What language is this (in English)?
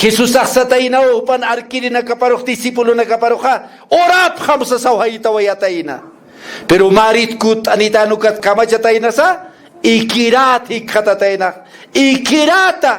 Aymara